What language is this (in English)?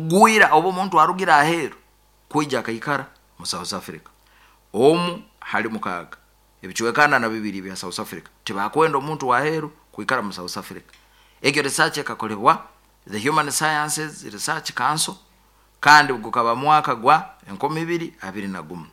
Nyoro